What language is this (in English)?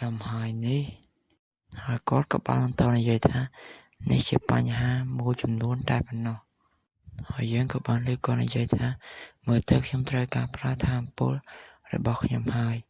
Khmer